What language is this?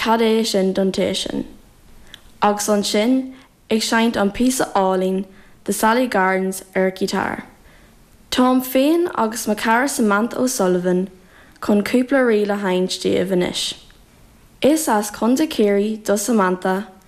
Irish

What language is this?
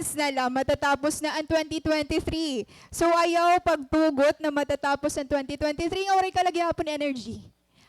Waray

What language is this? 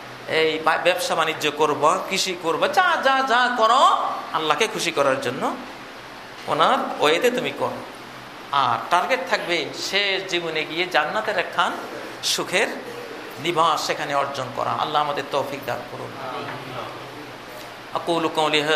Bangla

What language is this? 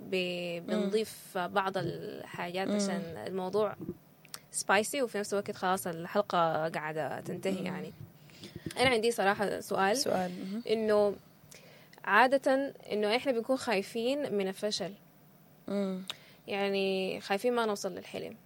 Sudanese Arabic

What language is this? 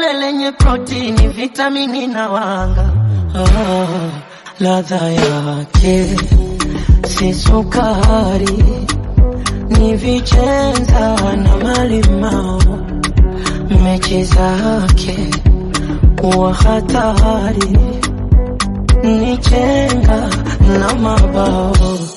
Swahili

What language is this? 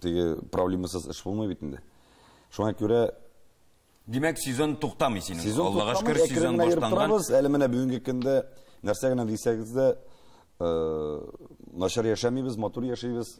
Tatar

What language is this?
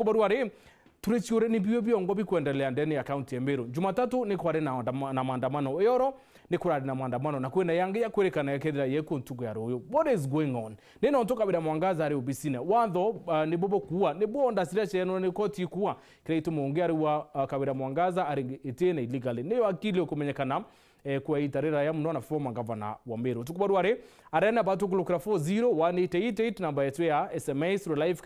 Meru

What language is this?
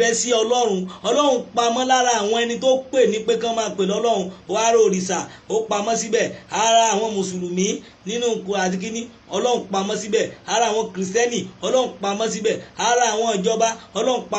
Yoruba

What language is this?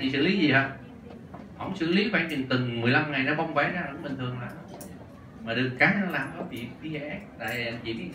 Vietnamese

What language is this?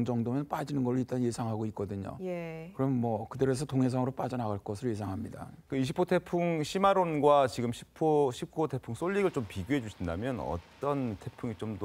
Korean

